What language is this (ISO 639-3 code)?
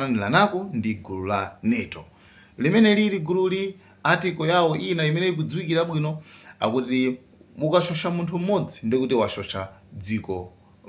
nya